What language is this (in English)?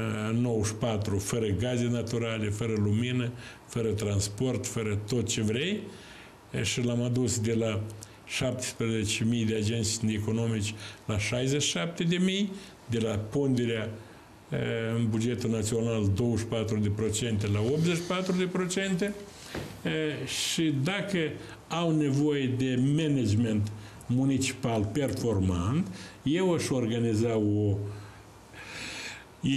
Romanian